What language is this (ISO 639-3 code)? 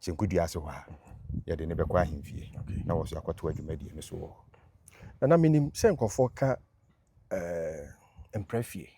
aka